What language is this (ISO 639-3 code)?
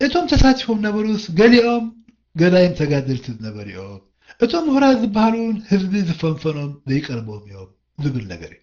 tir